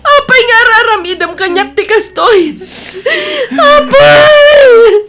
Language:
Iloko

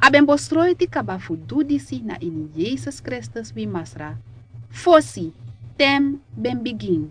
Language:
Sranan Tongo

